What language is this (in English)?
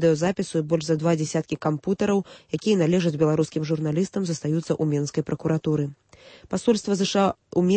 Belarusian